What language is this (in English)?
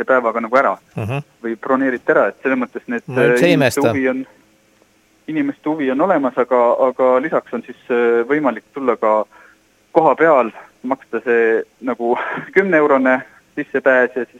Estonian